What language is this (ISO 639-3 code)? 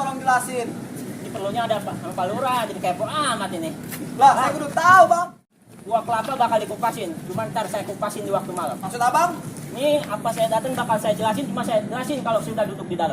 bew